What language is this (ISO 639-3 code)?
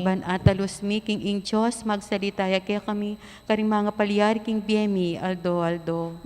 pam